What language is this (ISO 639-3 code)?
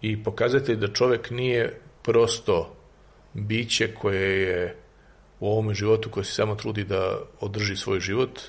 srp